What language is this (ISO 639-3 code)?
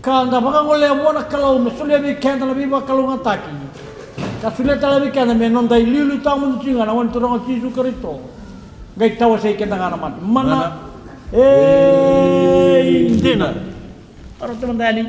fij